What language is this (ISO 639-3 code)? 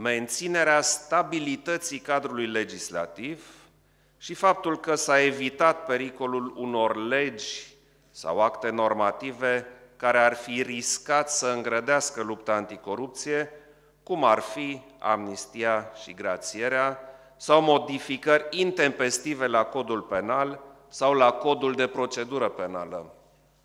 ron